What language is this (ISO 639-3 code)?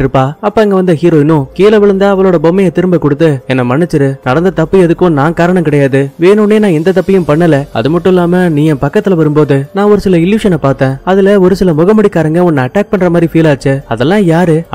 tam